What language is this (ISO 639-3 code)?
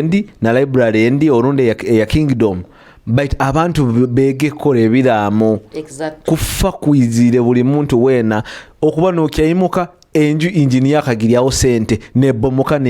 nyo